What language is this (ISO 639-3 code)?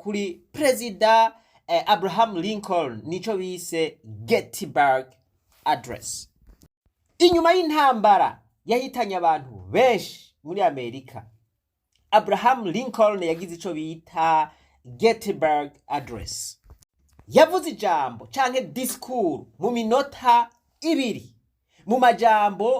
run